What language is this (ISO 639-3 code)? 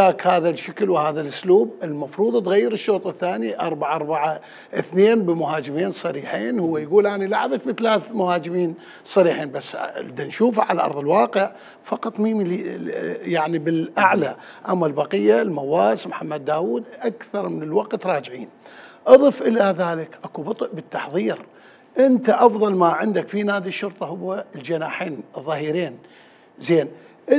acm